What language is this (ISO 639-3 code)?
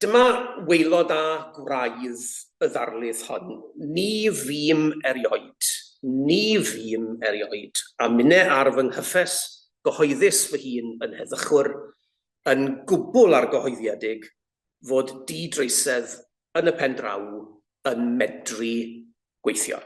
cym